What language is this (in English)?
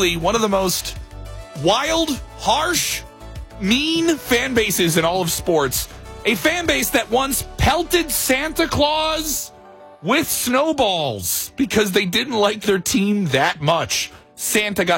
English